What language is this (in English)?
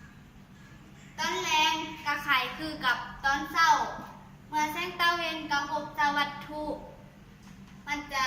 Lao